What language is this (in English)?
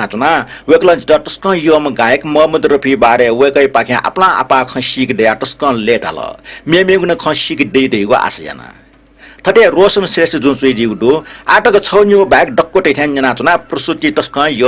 Newari